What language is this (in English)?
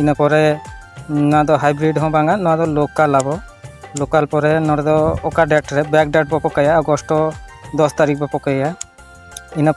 Santali